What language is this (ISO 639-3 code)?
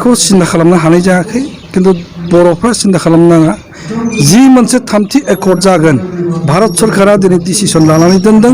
brx